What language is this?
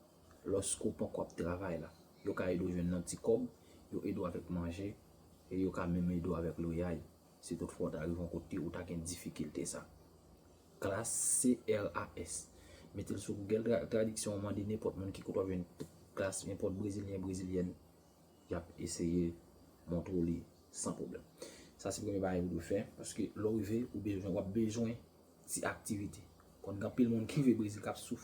Haitian Creole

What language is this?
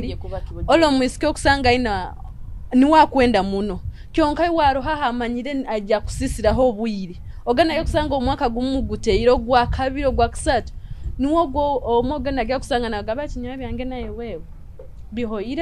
Nyoro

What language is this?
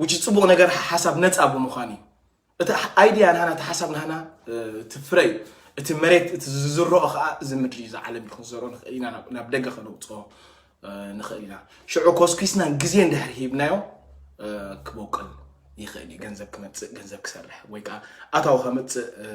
Tigrinya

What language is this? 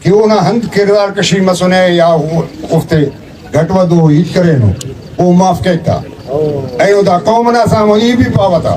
Brahui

